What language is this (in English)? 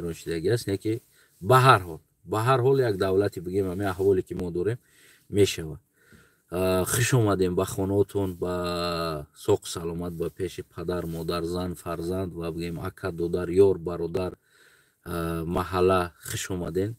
Tajik